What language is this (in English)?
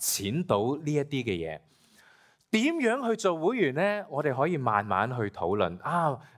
Cantonese